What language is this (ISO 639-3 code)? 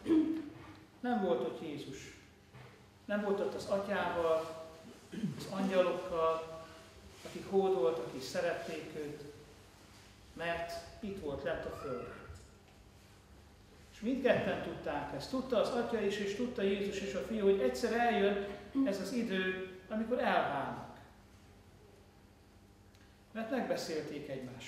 hun